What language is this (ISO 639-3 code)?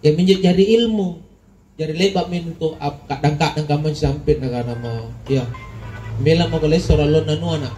mak